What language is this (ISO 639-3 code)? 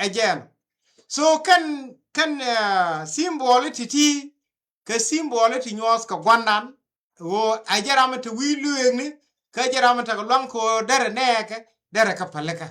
nus